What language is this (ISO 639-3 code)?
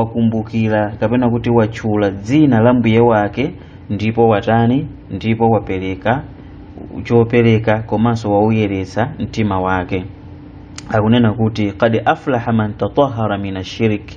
nya